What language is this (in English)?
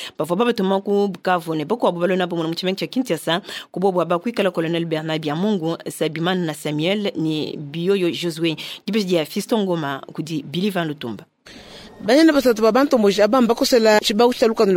Luba-Lulua